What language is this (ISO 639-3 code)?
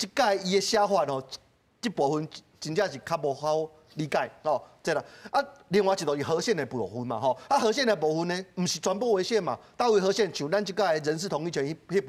nan